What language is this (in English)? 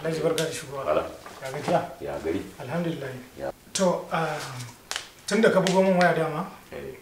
Hausa